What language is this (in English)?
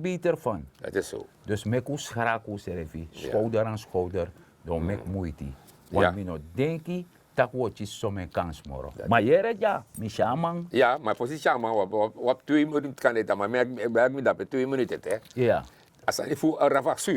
Sranan Tongo